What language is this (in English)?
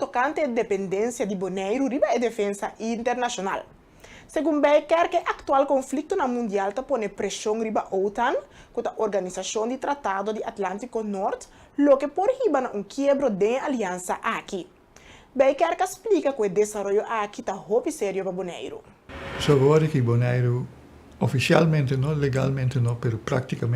Papiamento